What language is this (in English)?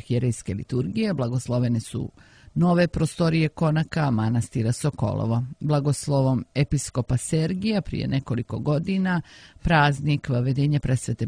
Croatian